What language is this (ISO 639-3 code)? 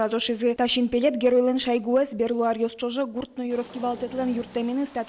udm